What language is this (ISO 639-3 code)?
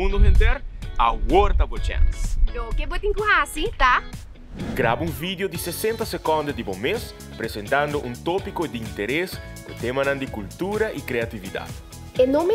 pap